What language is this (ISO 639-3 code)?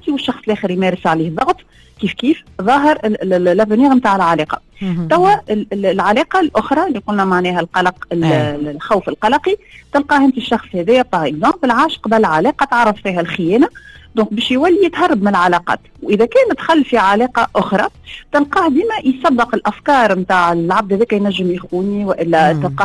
aeb